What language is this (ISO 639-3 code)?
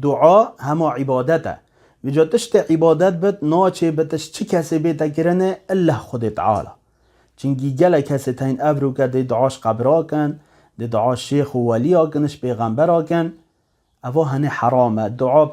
kur